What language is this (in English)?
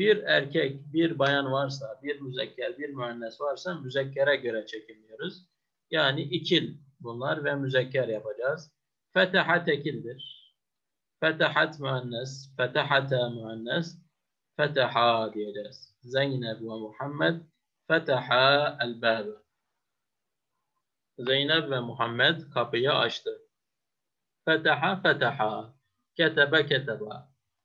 Turkish